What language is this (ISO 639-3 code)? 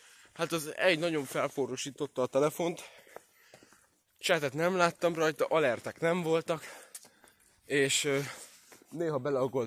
hun